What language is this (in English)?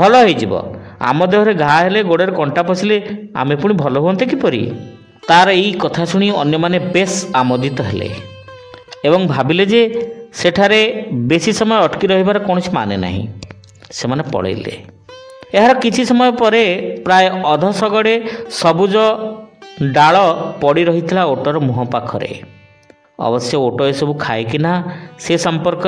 Odia